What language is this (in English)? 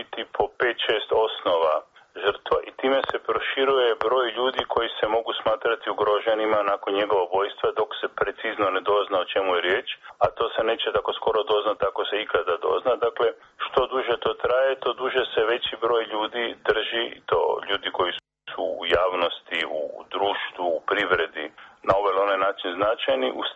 Bosnian